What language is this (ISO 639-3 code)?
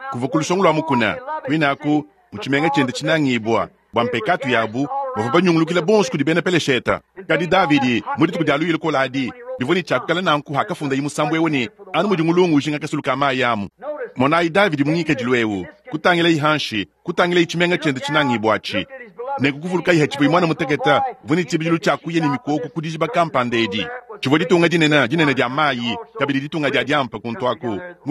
lua